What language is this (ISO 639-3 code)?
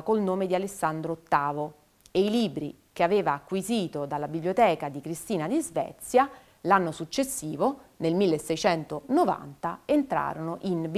ita